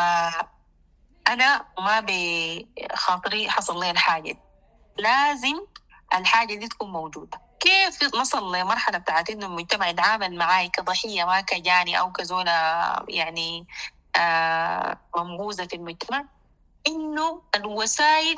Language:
Sudanese Arabic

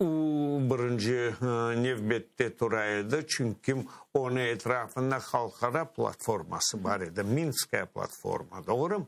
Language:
Crimean Tatar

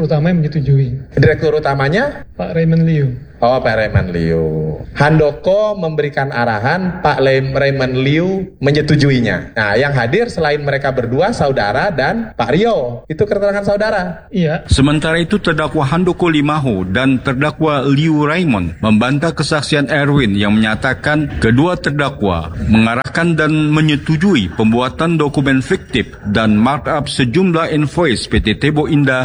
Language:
Indonesian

